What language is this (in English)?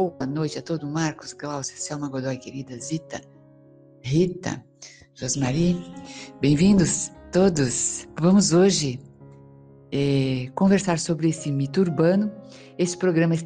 Portuguese